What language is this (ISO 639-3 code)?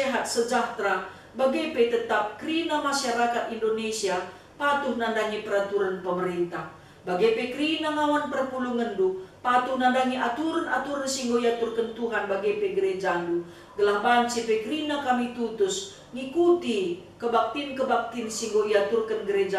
btx